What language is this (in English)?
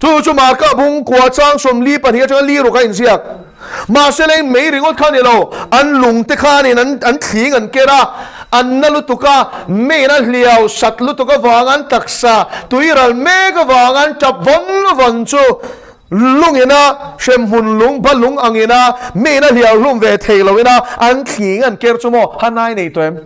Mizo